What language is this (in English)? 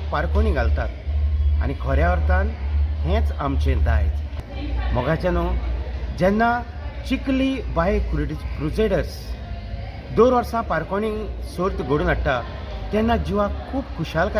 Konkani